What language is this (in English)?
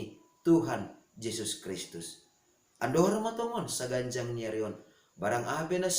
Batak Simalungun